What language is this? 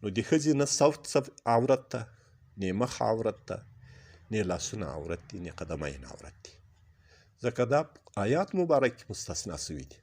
Pashto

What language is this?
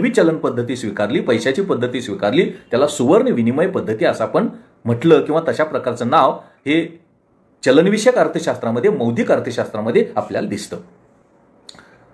Marathi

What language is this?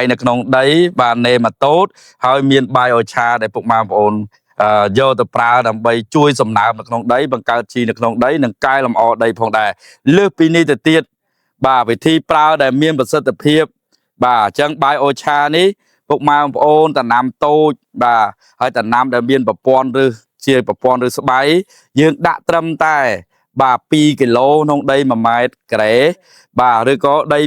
Khmer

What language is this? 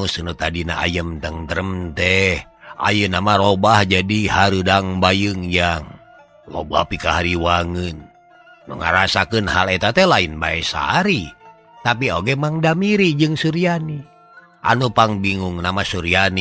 Sundanese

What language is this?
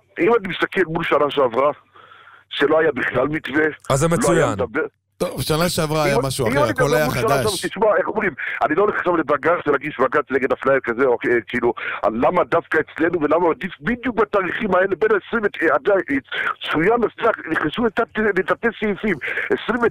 Hebrew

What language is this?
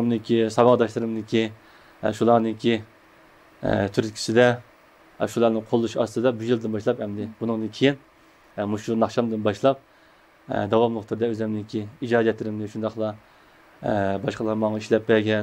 Uyghur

